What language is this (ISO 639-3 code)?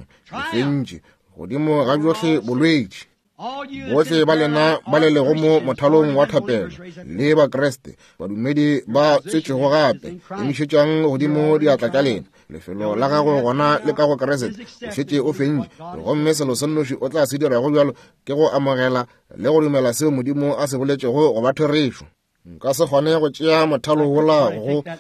nso